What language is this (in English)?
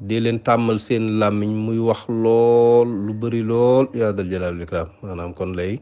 Wolof